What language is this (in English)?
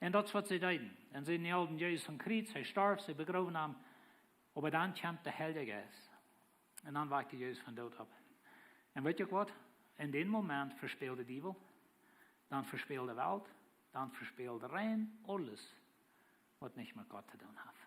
Plautdietsch